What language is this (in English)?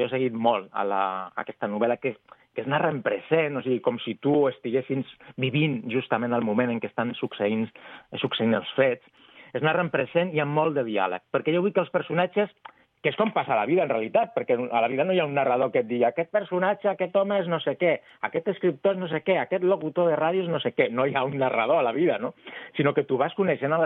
Catalan